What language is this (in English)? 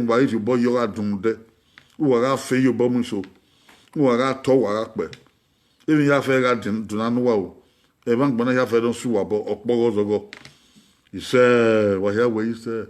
Bini